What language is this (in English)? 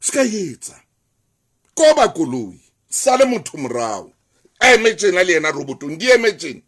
Southern Sotho